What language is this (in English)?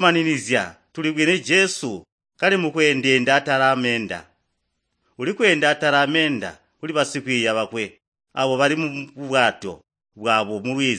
Tonga (Zambia)